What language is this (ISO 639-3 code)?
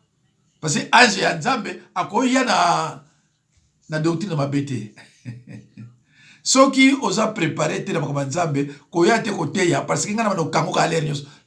lin